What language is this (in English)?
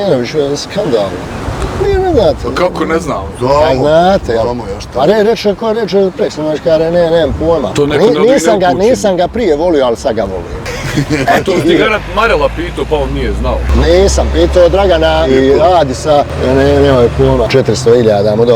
Bosnian